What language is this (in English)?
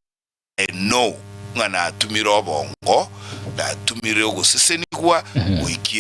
Gusii